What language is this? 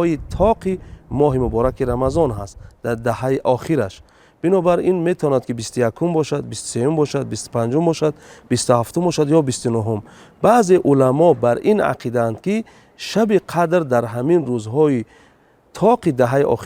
Tajik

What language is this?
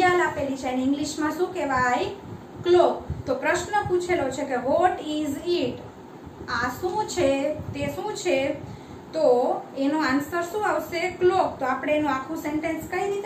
Gujarati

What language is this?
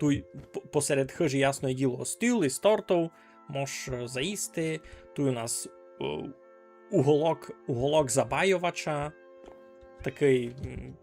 Rusyn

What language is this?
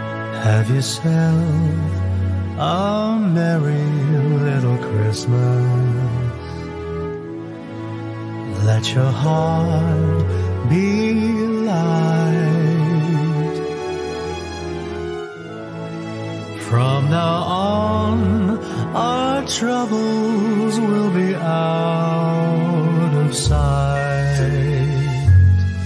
English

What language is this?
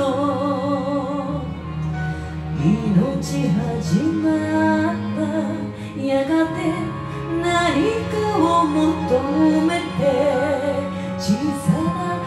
Japanese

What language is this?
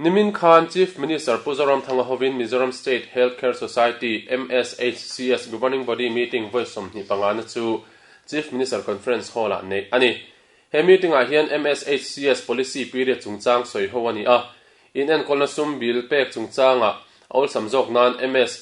Mizo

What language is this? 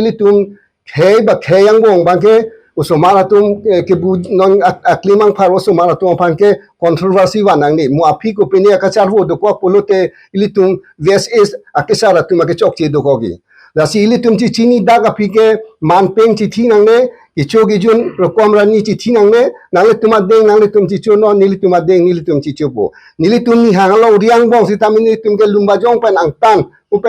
Karbi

